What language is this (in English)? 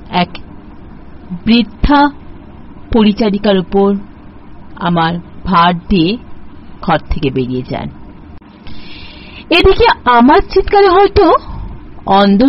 Bangla